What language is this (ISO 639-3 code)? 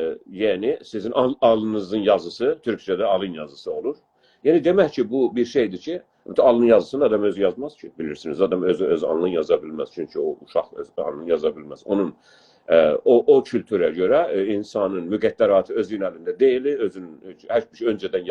azb